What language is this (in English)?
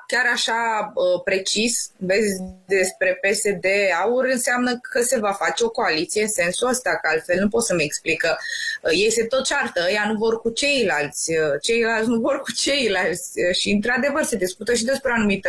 Romanian